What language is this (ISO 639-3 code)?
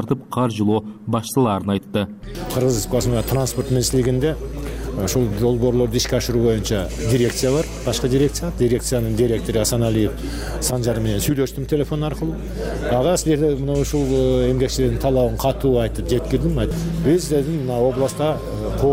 kir